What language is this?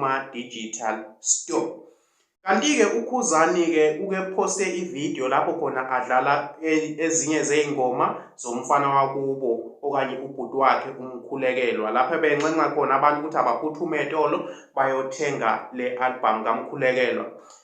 Zulu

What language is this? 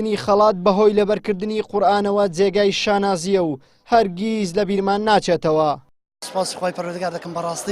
Central Kurdish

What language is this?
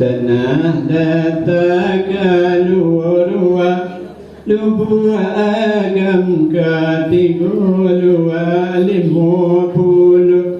Minangkabau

